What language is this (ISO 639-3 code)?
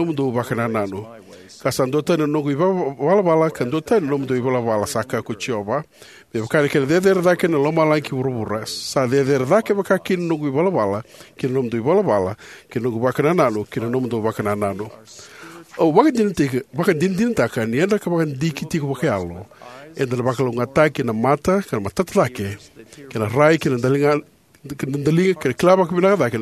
fij